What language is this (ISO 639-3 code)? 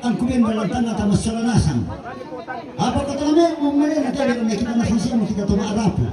sda